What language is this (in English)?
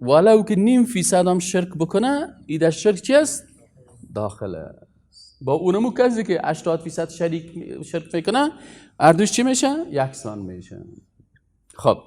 Persian